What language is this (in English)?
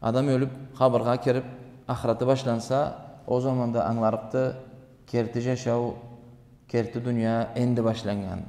Karachay-Balkar